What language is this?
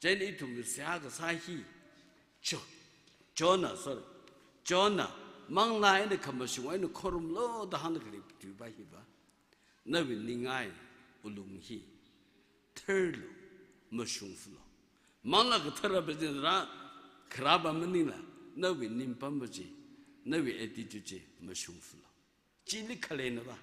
Tangkhul Naga (India)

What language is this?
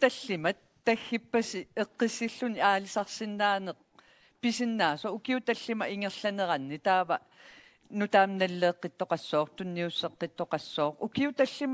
Kalaallisut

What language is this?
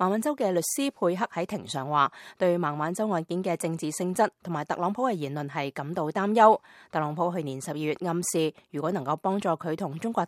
Cantonese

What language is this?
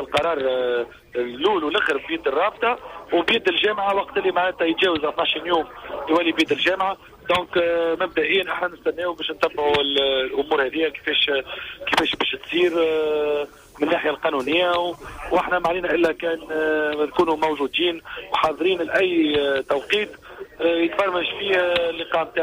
Tunisian Arabic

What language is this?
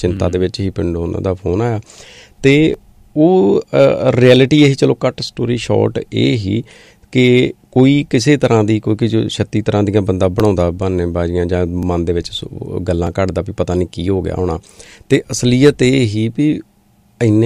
Punjabi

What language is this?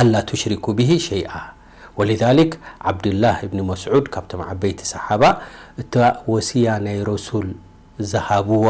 Tigrinya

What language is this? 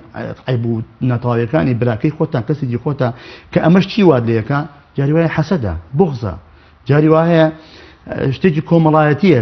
Central Kurdish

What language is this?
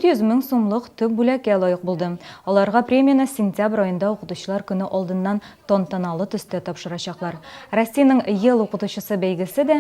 Tatar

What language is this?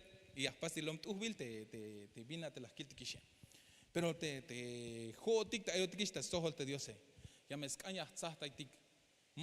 Tzeltal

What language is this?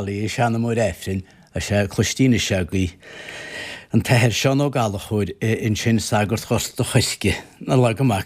Irish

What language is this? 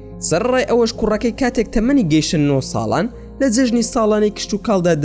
Central Kurdish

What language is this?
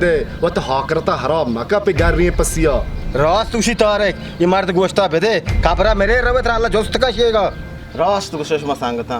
Baluchi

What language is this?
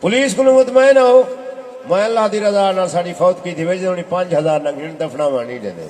Saraiki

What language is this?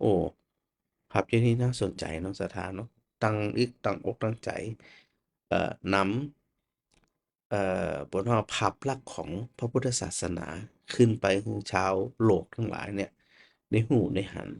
Northern Thai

